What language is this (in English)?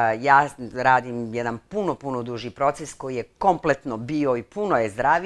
Bosnian